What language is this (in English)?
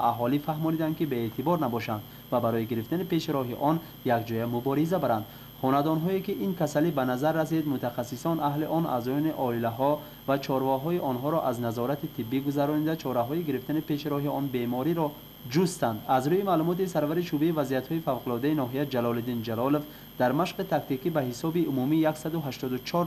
Tajik